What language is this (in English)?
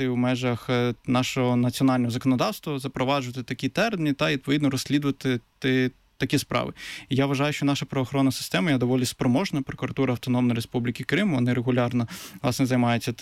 Ukrainian